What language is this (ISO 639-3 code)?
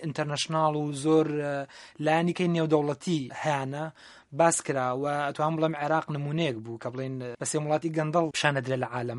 ckb